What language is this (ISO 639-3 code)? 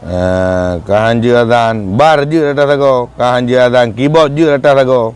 ace